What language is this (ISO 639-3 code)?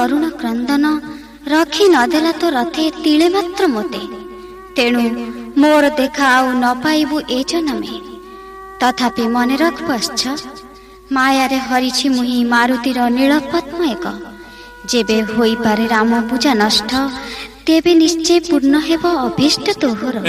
ori